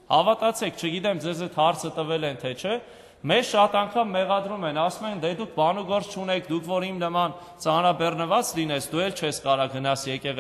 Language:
Armenian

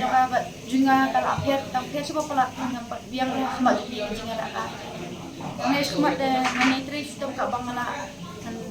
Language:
Khasi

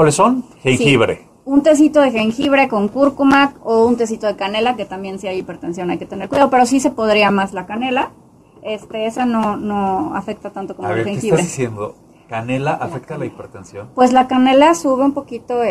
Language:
Spanish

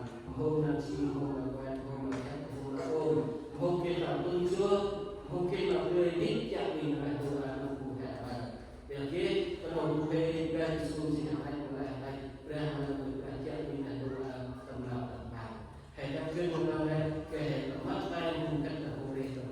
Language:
Central Mnong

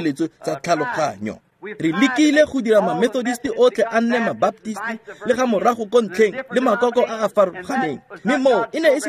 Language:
Tswana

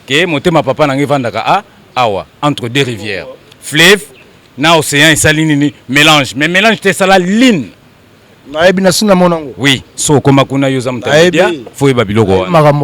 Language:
Lingala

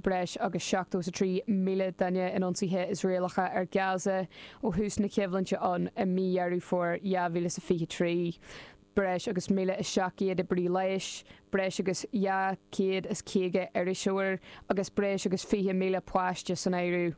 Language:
Irish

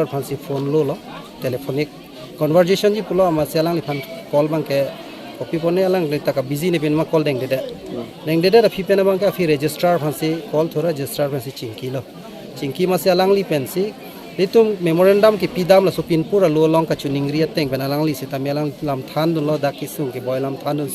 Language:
Karbi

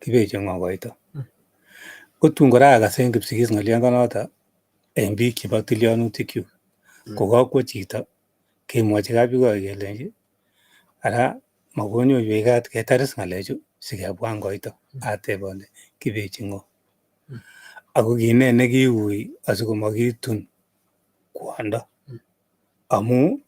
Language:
Kalenjin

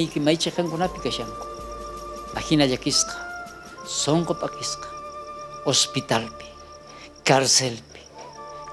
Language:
South Bolivian Quechua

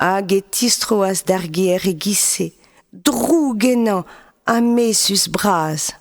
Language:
Breton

